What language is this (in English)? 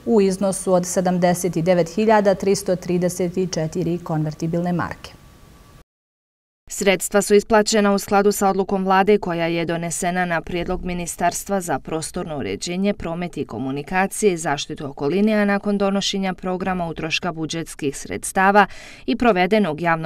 Bosnian